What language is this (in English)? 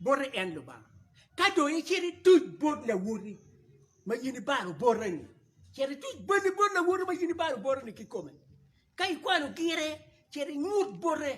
Acoli